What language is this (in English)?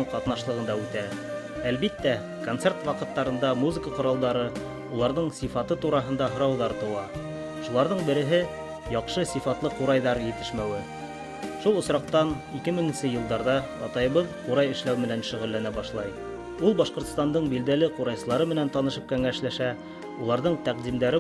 Bashkir